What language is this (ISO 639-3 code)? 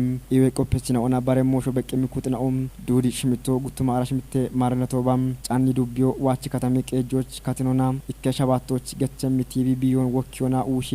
kbr